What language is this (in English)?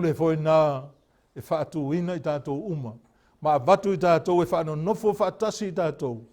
Samoan